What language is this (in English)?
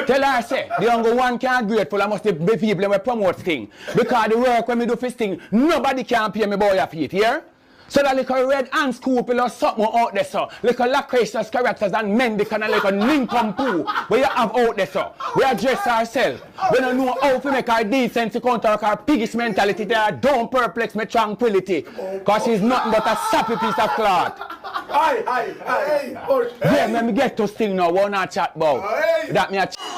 Jamaican Creole English